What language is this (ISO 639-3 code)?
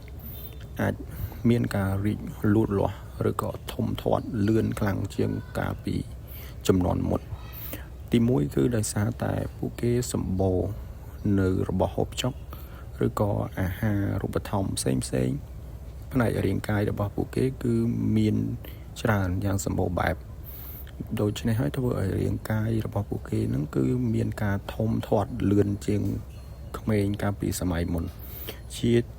khm